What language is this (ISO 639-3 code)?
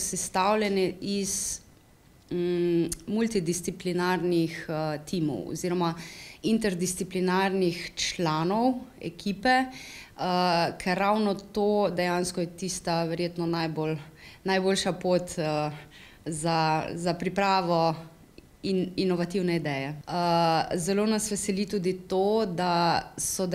slv